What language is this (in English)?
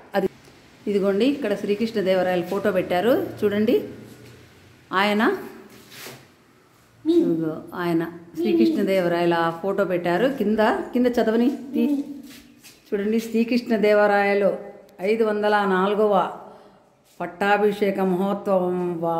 Telugu